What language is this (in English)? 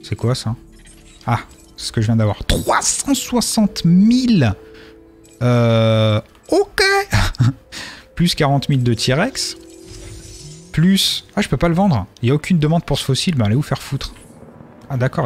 French